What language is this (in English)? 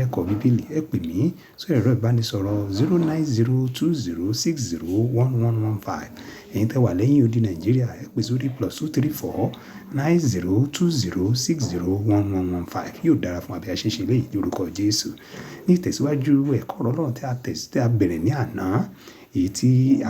Yoruba